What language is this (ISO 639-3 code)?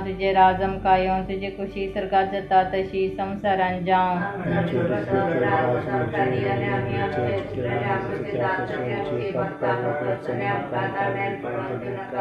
kok